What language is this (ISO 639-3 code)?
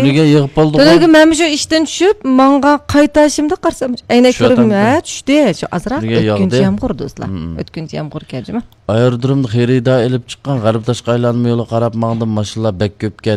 uig